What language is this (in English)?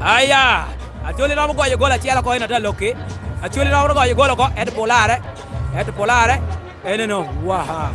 Lango (Uganda)